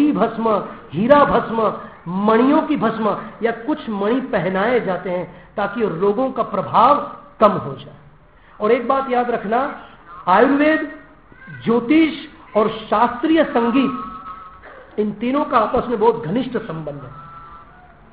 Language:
Hindi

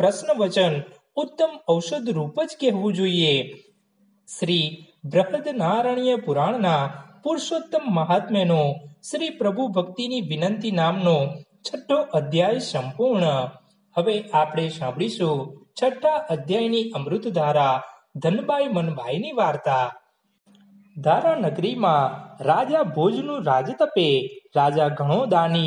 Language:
Gujarati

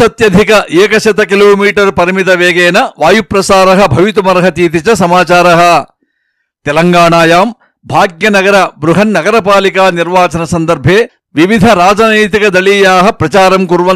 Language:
Sanskrit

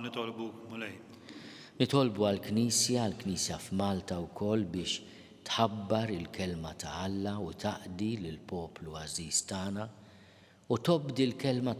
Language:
Maltese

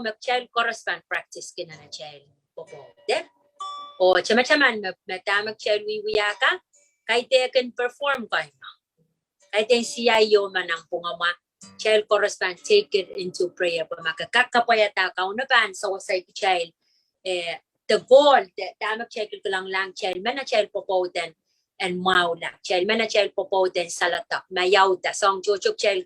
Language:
Pohnpeian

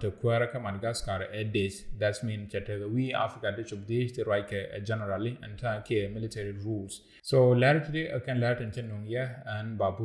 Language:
Nuer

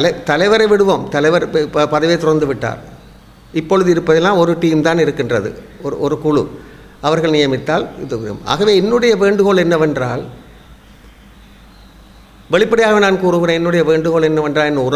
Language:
Tamil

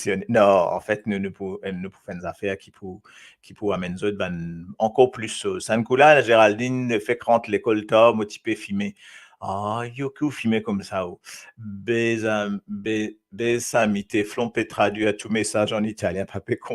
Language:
Morisyen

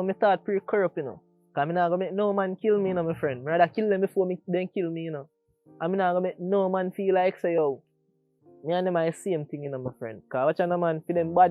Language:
Jamaican Creole English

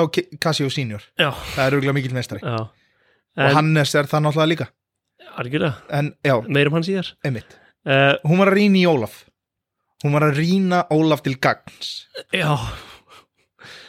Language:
Icelandic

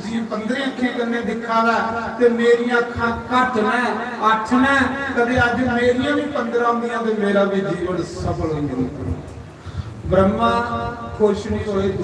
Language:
Dogri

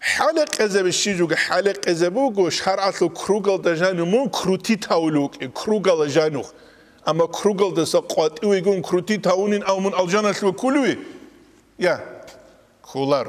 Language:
Avaric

